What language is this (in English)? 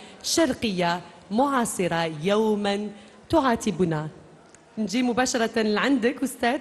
Algerian Arabic